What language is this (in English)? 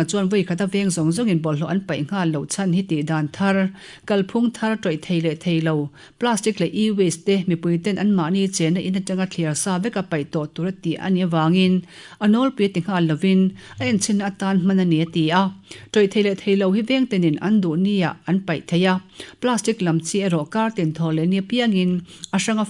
Mizo